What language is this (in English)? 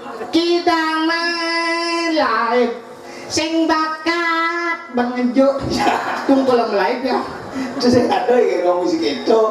Balinese